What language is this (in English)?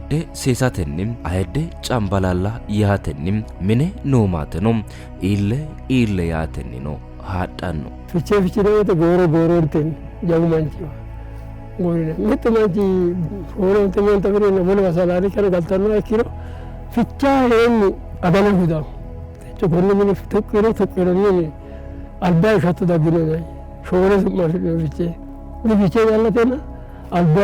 Sidamo